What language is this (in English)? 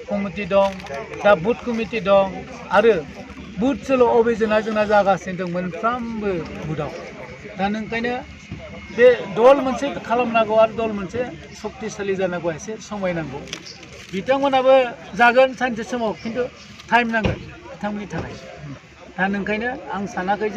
Bodo